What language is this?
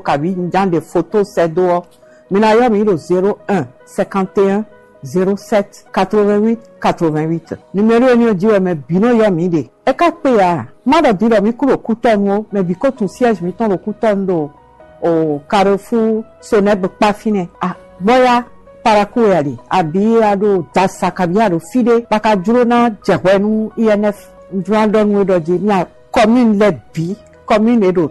Fon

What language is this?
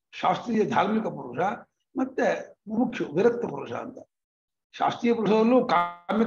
Kannada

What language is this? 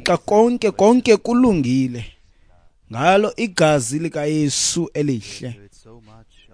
Xhosa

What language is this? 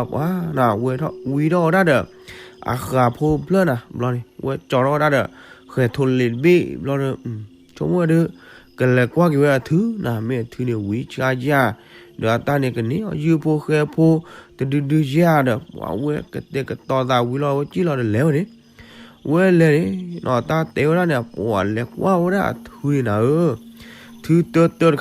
S'gaw Karen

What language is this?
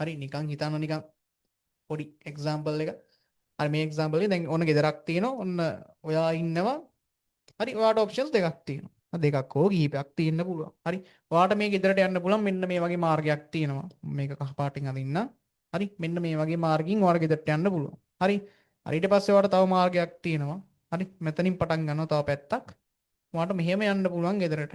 Sinhala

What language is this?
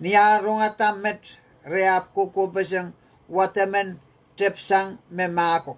Pohnpeian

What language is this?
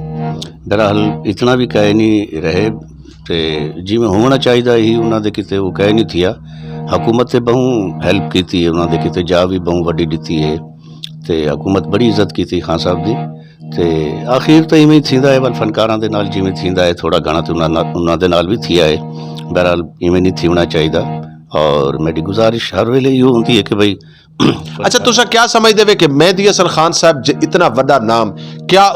Saraiki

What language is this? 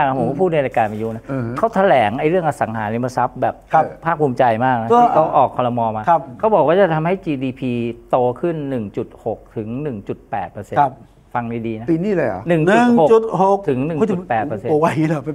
Thai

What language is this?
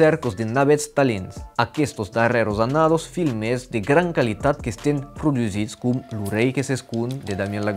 Occitan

